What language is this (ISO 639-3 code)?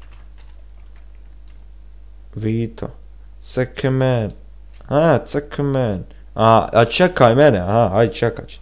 bos